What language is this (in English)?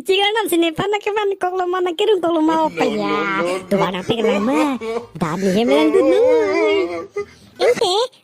Karbi